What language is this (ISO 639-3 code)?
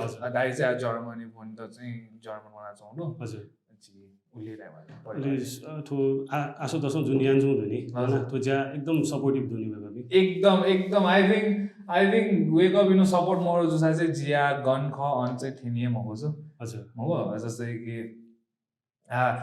new